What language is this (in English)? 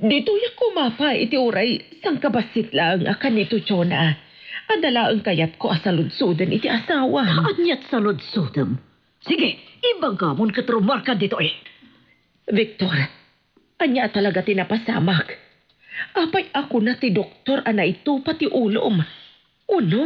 Iloko